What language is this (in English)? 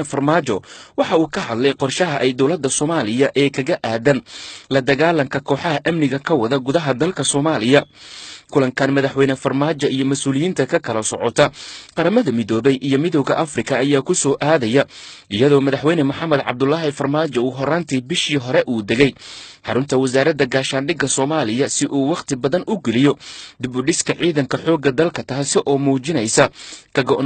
Somali